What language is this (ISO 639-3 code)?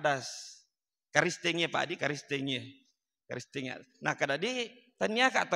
bug